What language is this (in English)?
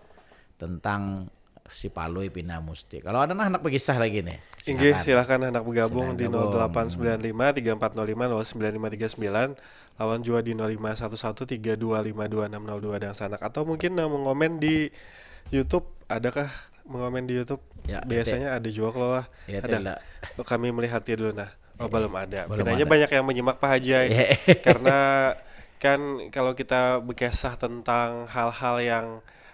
Banjar